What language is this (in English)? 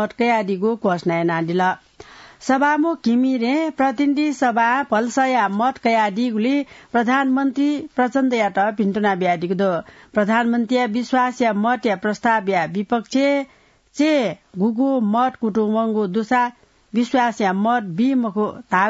Newari